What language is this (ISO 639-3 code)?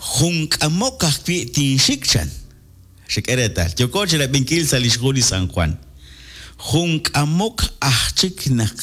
kek